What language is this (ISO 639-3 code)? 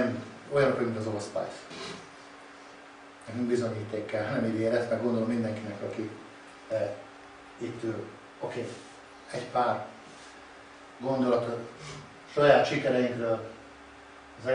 hun